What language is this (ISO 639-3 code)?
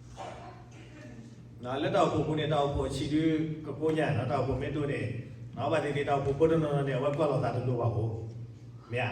ksw